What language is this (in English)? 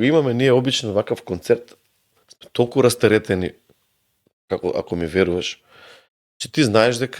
Macedonian